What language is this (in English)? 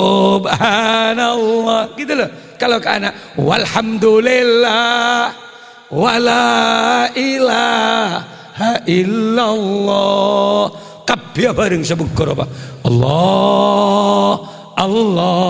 Madurese